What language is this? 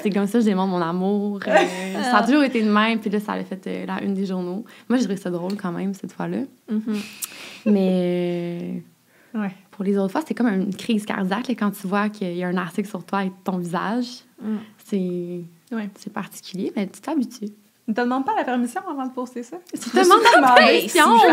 French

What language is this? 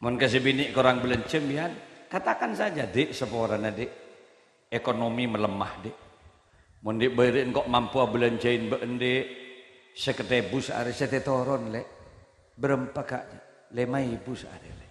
Madurese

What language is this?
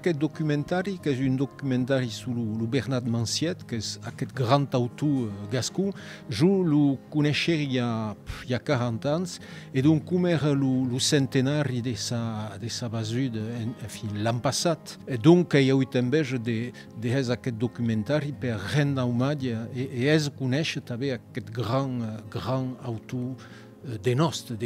Occitan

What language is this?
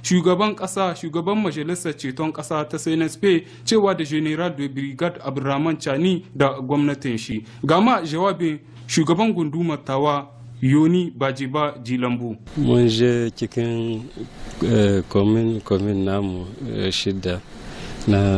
Hausa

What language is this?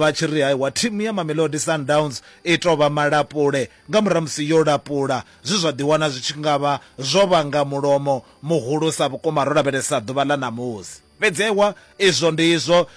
Venda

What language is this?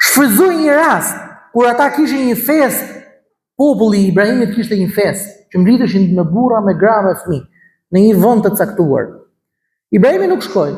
Albanian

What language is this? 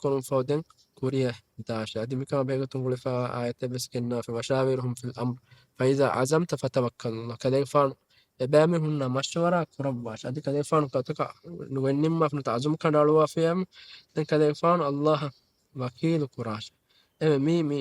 Divehi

